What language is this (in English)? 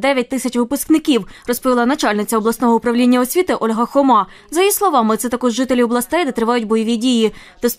Ukrainian